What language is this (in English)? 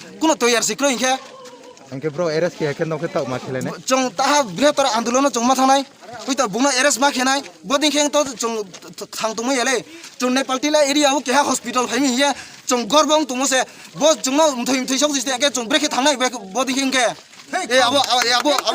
Kok Borok